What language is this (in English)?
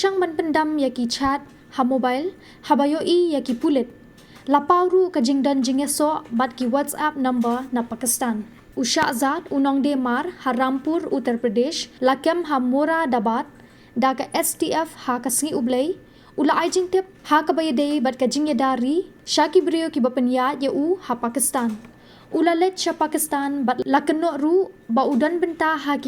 Khasi